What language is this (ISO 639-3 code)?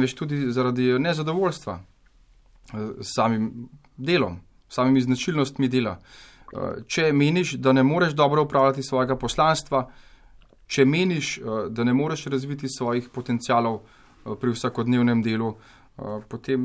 slv